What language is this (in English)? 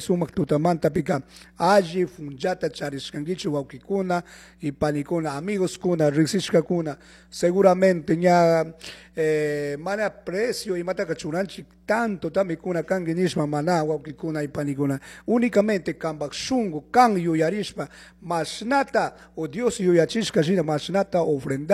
Chimborazo Highland Quichua